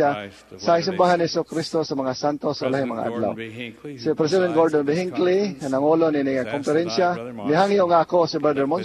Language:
Cebuano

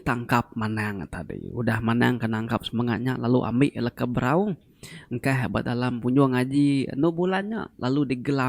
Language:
Iban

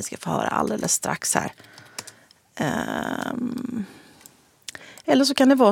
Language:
Swedish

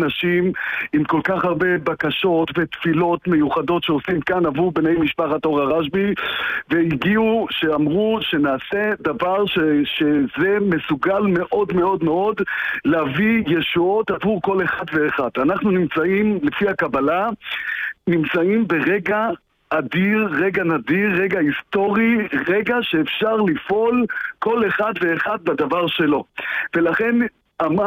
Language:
Hebrew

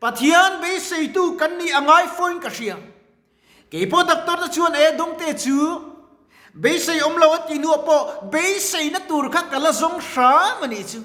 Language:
Mizo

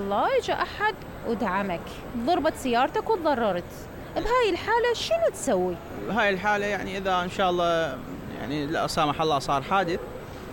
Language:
Mesopotamian Arabic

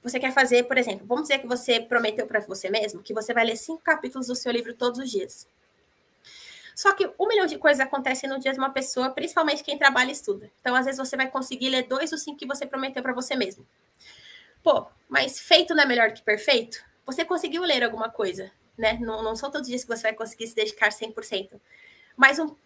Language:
Portuguese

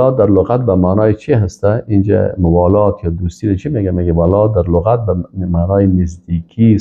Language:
Persian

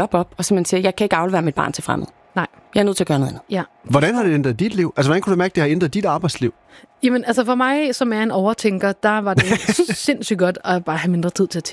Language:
Danish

